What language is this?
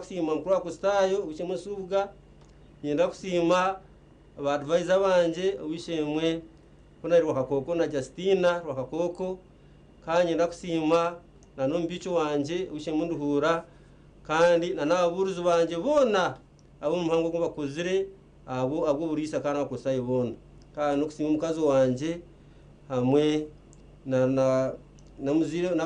Nyankole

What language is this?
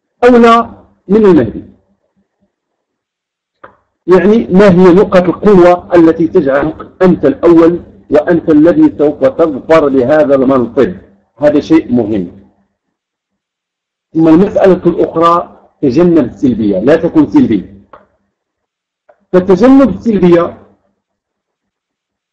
Arabic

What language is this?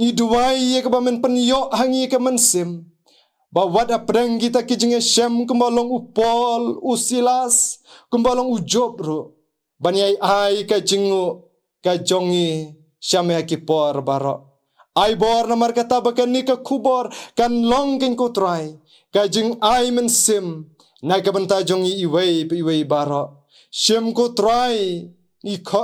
Khasi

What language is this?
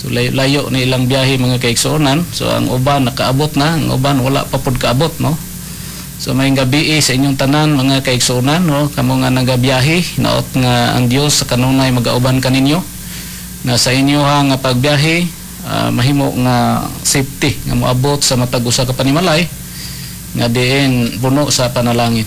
Cebuano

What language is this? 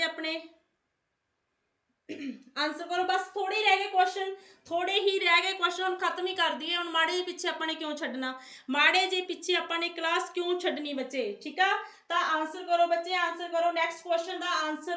Punjabi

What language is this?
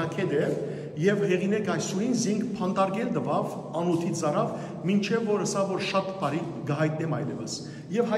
Western Armenian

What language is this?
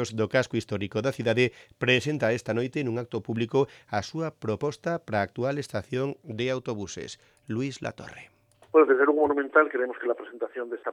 Galician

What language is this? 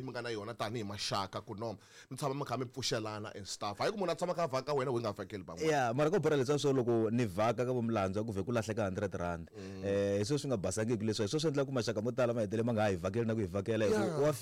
Tsonga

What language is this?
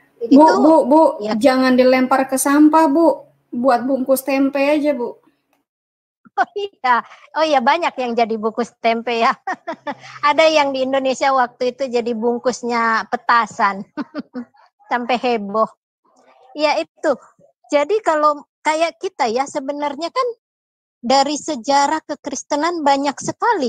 Indonesian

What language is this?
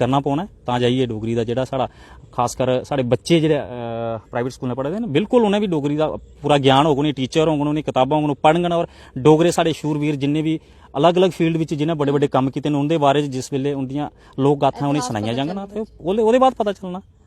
Dogri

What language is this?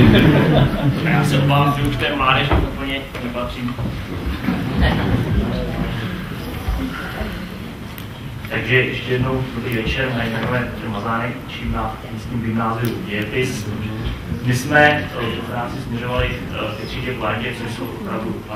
Czech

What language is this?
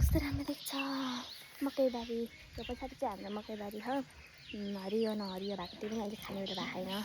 Nepali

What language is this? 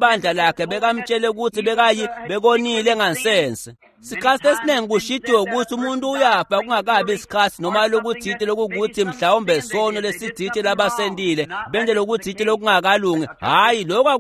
Swati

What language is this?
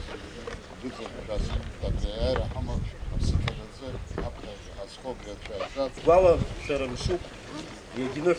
Abkhazian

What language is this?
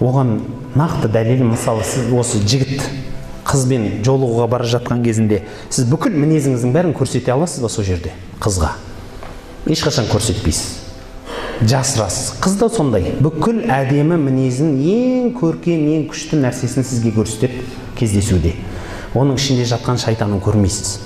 Kazakh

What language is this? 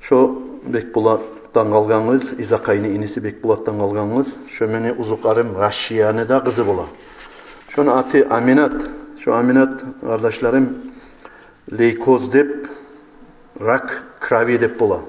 Kumyk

